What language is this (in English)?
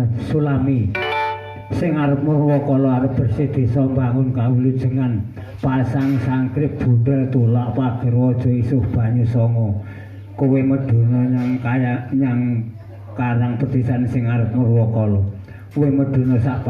Javanese